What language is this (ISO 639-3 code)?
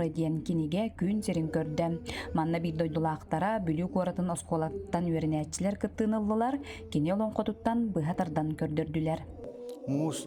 sah